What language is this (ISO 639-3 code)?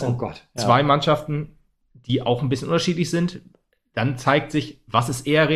deu